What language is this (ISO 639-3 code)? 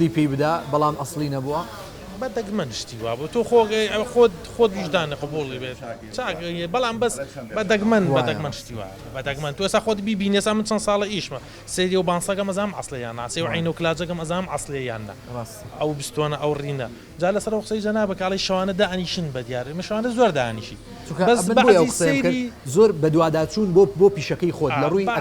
ckb